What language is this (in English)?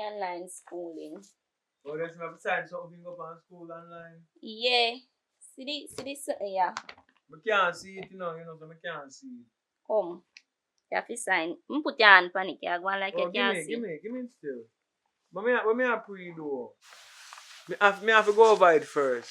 Jamaican Creole English